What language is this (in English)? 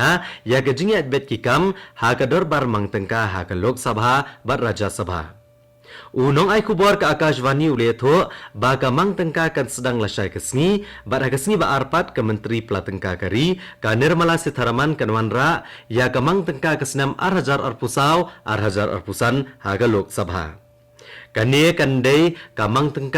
Khasi